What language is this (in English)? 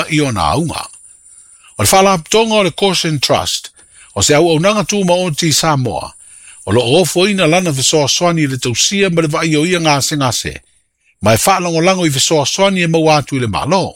Samoan